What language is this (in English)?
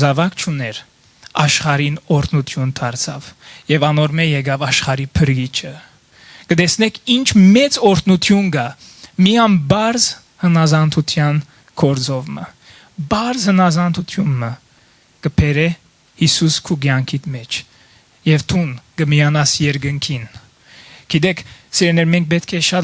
Western Armenian